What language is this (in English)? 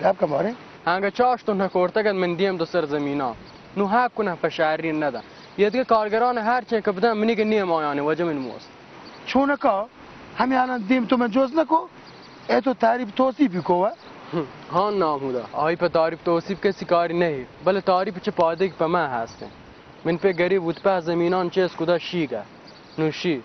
Baluchi